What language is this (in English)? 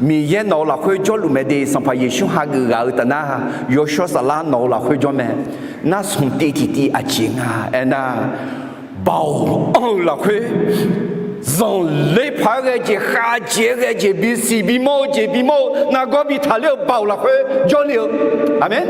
Akha